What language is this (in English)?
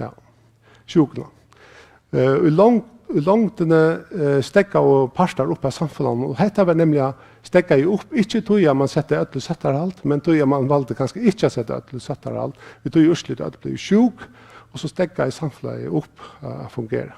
Faroese